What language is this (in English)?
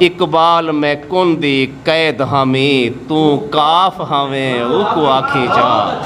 Saraiki